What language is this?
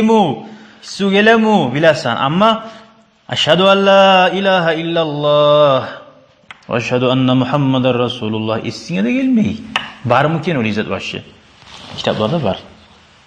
Kumyk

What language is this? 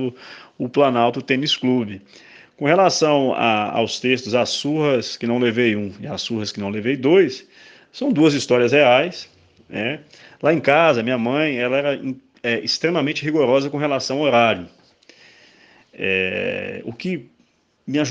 Portuguese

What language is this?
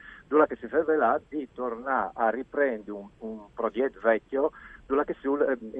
Friulian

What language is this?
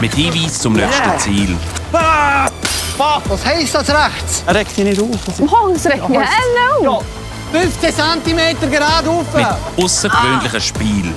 Swiss German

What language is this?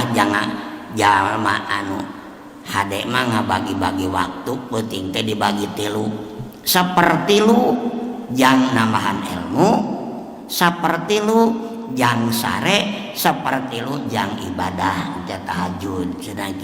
Sundanese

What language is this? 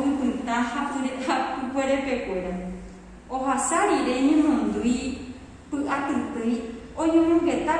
Guarani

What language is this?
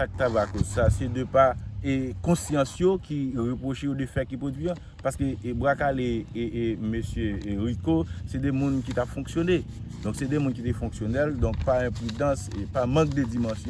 Haitian Creole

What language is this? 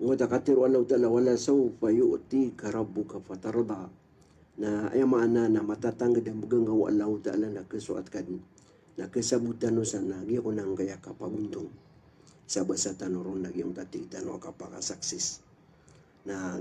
Maranao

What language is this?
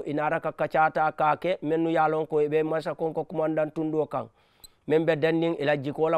Mandingo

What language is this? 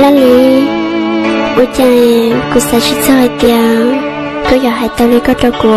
Hmong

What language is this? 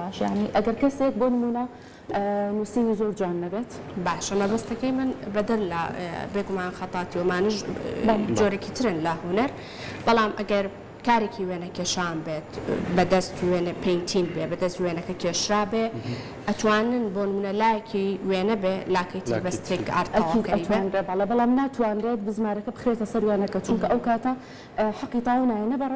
Central Kurdish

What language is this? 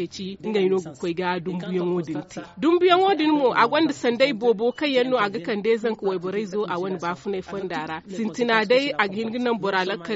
Zarma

